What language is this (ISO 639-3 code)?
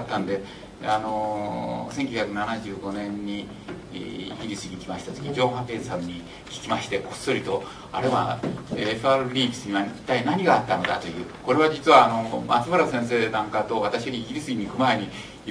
jpn